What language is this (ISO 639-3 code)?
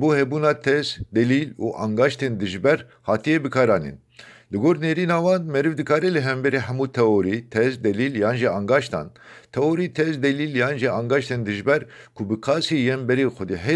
kur